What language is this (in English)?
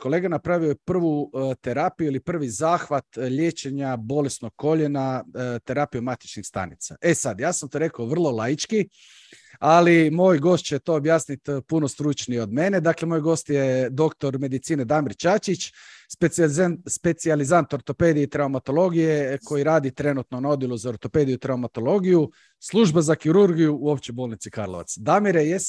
Croatian